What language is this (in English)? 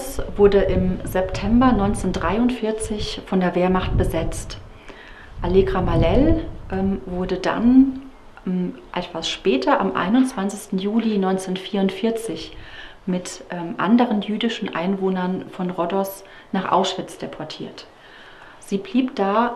German